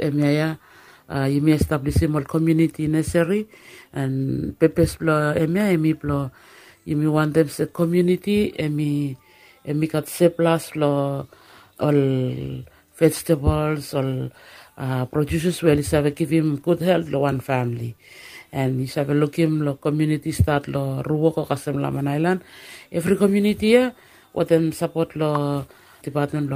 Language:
Bislama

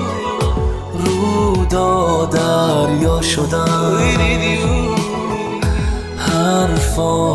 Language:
Urdu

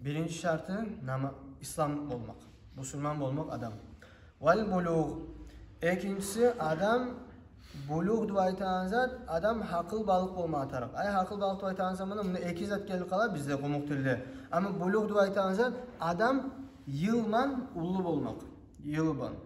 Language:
Kumyk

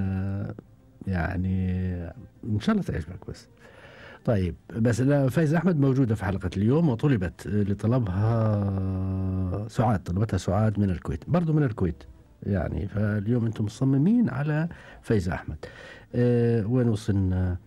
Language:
Gulf Arabic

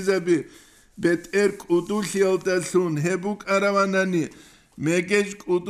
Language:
Avaric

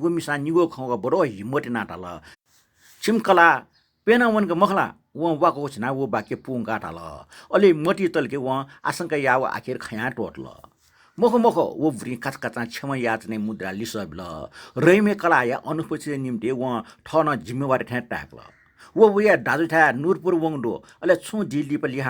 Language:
Newari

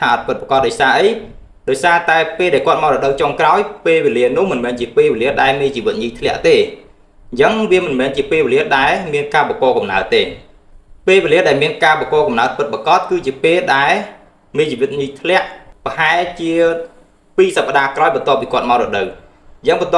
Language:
Khmer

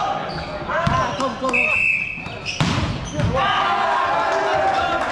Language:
Danish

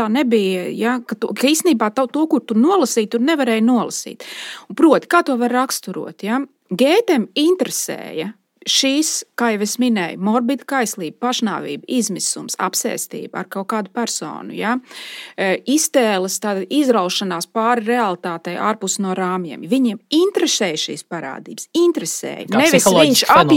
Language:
Latvian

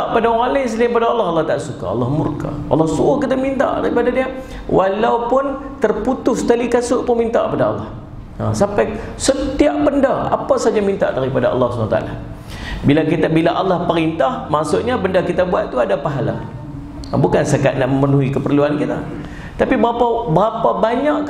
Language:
Malay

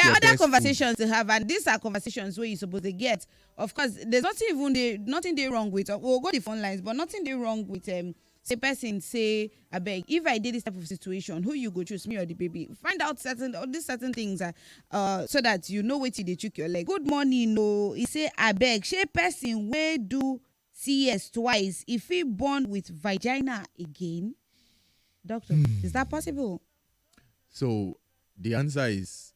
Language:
Nigerian Pidgin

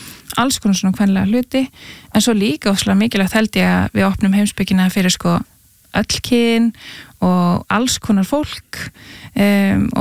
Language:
Icelandic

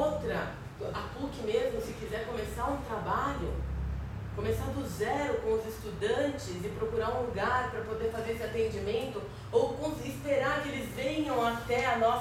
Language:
Portuguese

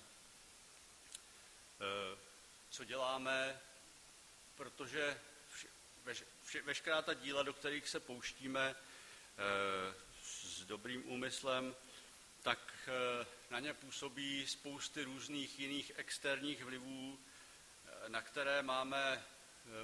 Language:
Czech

